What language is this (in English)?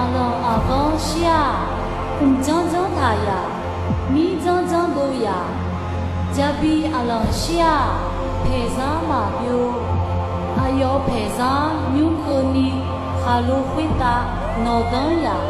Akha